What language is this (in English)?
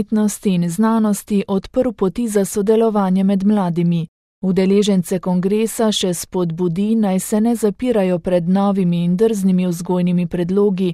Slovenian